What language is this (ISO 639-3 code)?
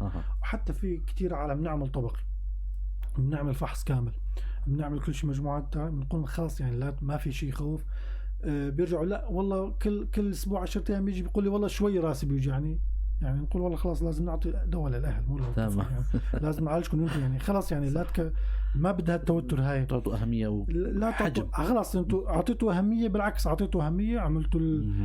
apc